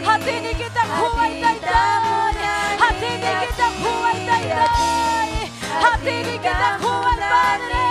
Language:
Ayacucho Quechua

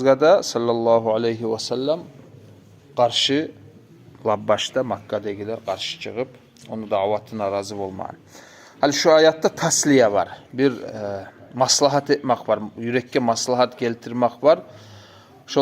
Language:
Kumyk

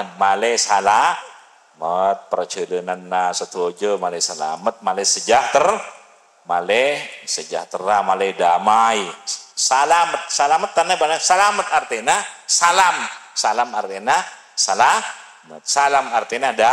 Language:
Madurese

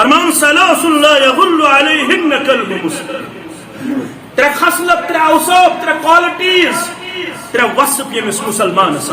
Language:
Kashmiri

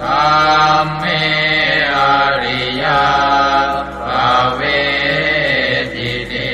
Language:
Pali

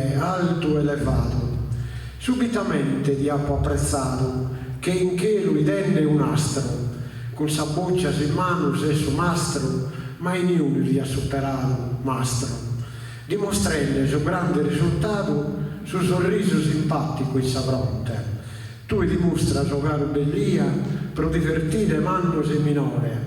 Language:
Sardinian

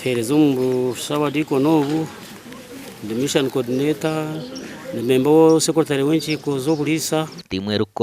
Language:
Nyankole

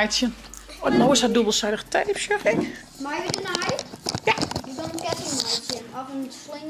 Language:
Western Frisian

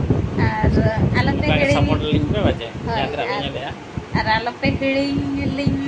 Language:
Santali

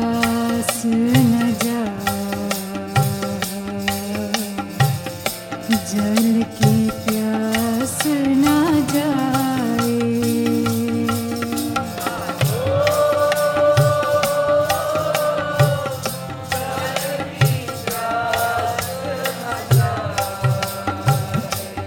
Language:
Hindi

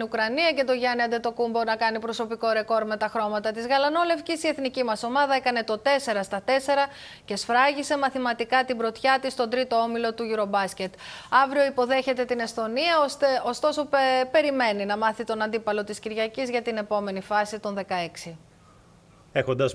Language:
Greek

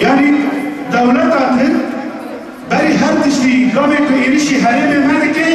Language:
Kurdish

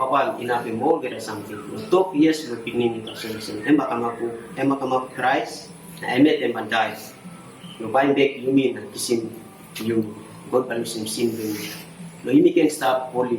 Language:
Tok Pisin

